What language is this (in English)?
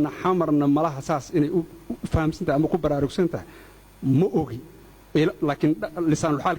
Somali